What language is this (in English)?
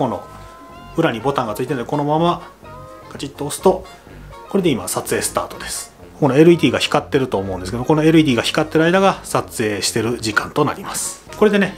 Japanese